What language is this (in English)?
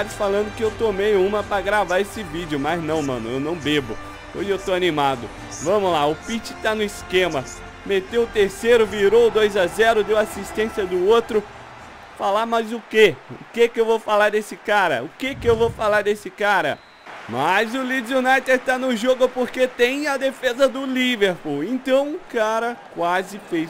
Portuguese